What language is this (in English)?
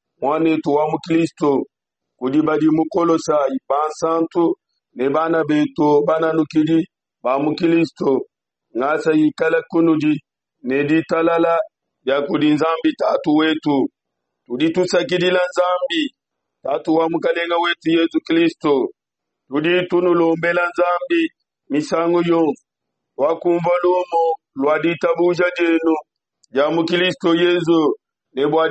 Luba-Lulua